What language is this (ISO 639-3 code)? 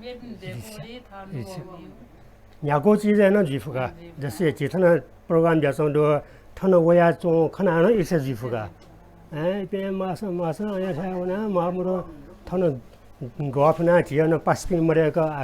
new